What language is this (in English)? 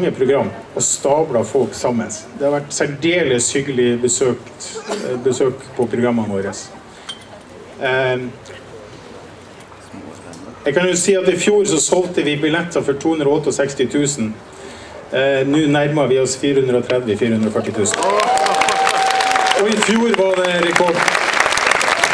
Norwegian